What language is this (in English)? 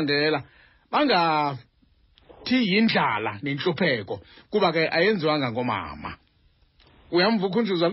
Xhosa